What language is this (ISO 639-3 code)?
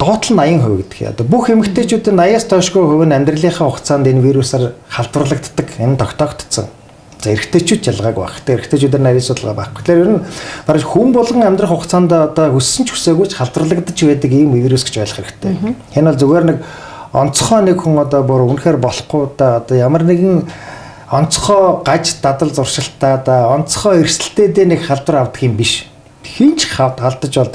mon